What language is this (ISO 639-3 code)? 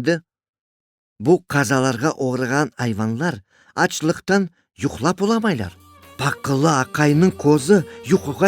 crh